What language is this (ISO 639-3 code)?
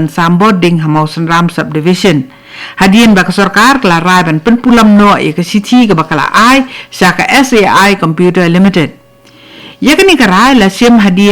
kha